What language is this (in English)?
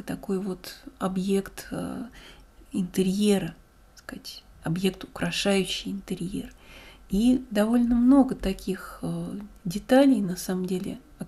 Russian